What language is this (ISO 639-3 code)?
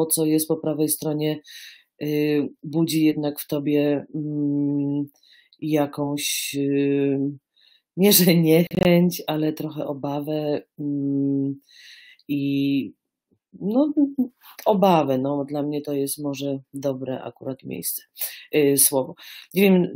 pol